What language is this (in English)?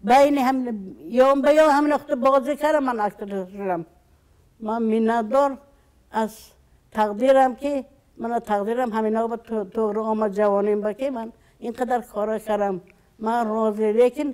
Tajik